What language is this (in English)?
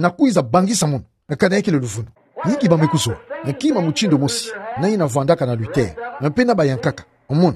Kituba (Democratic Republic of Congo)